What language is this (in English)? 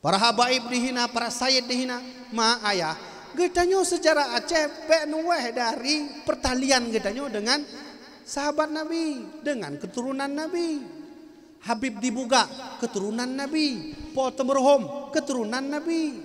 Achinese